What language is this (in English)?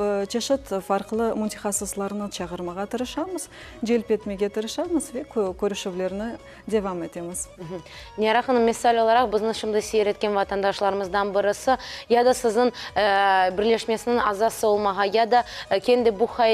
Crimean Tatar